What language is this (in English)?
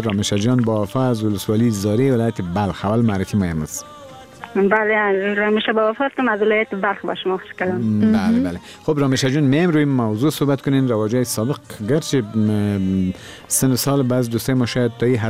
Persian